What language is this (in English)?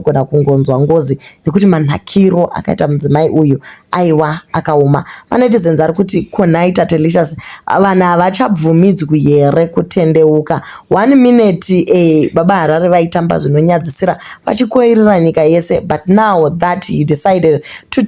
Shona